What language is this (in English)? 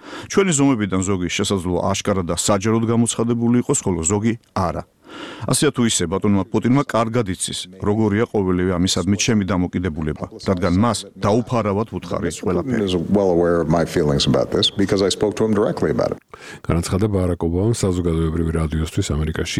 Georgian